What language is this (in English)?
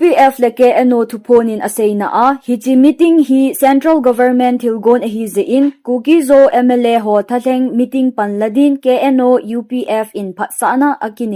Thado Chin